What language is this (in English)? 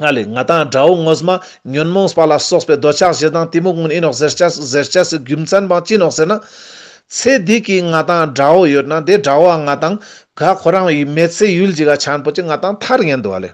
Ladakhi